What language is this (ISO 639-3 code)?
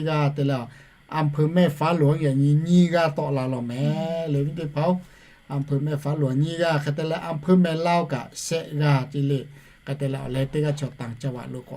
lhu